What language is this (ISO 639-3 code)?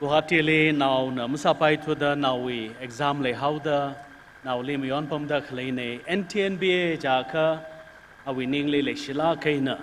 nmf